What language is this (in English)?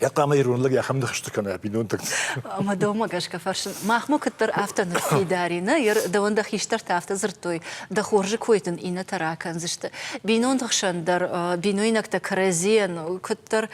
Ossetic